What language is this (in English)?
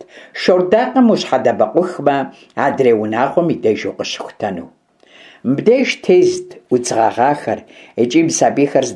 Kabardian